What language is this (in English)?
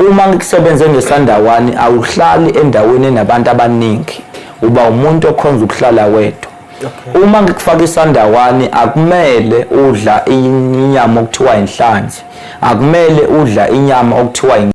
Zulu